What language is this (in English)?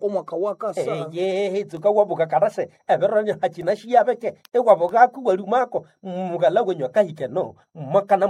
Nande